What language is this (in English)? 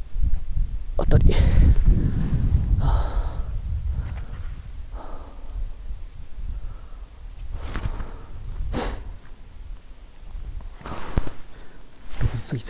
Japanese